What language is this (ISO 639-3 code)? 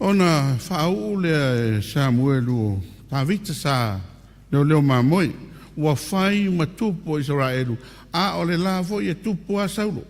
smo